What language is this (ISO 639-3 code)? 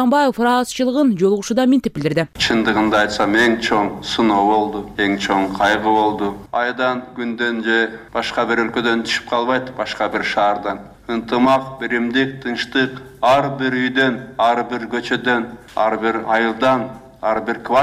kir